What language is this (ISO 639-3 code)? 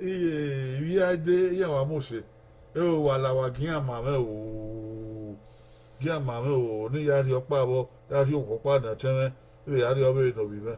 bin